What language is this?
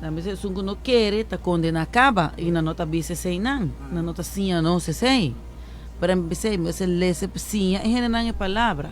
Papiamento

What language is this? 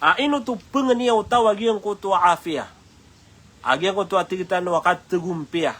Maranao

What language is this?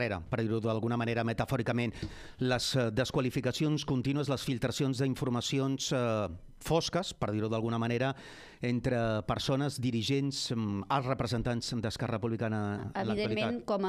Catalan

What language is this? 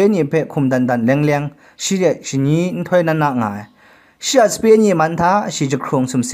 Kachin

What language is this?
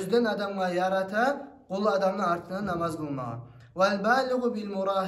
Kumyk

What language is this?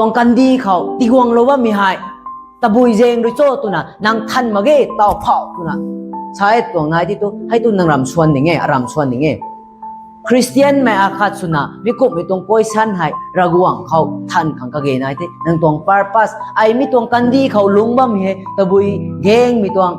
Rongmei Naga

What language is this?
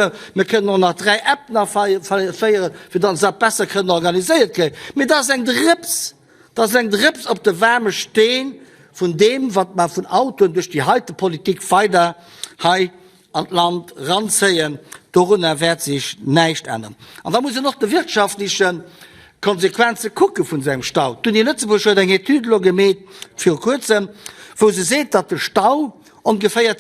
Luxembourgish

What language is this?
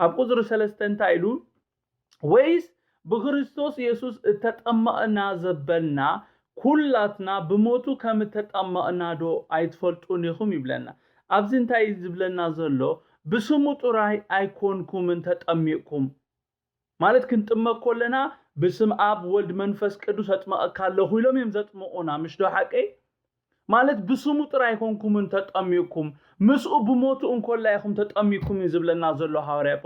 Tigrinya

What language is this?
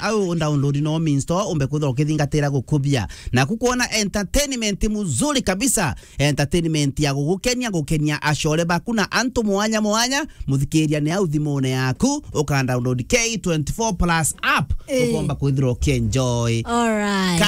Meru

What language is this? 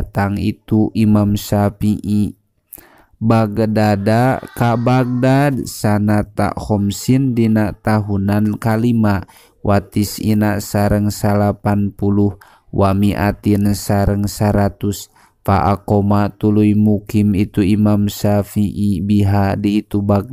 Sundanese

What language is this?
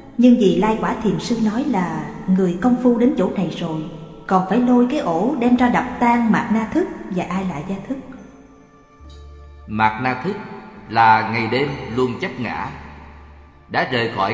Vietnamese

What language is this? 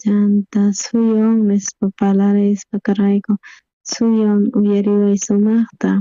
South Bolivian Quechua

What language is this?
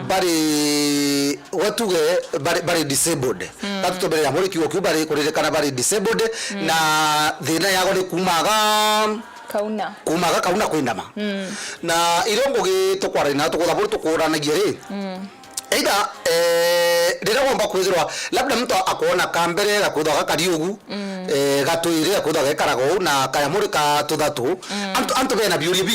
Meru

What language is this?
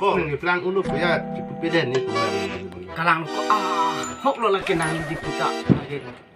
Karbi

